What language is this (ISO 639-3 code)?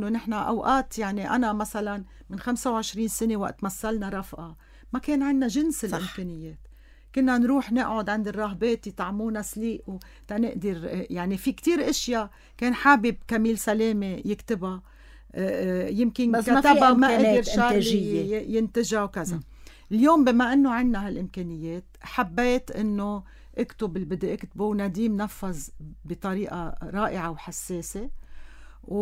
apc